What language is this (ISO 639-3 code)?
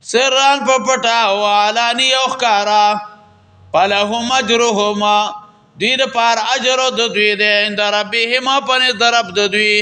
pus